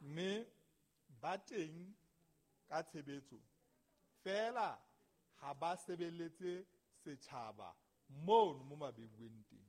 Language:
Southern Sotho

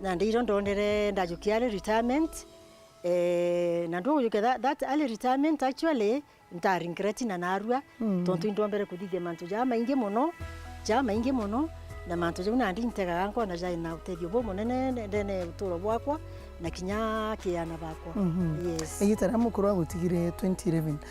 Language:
Meru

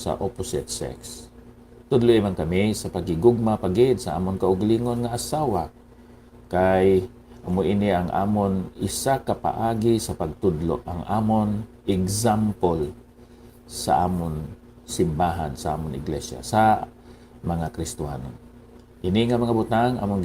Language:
Hiligaynon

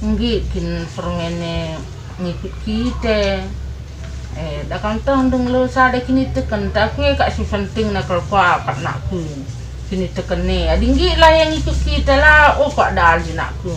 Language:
Batak Karo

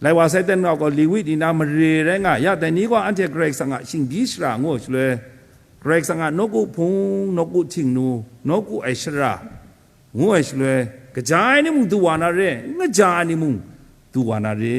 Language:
Kachin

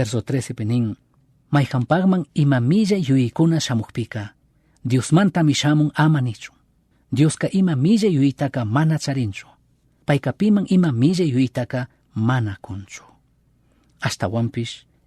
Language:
Chimborazo Highland Quichua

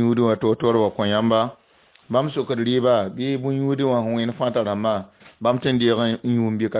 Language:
Mossi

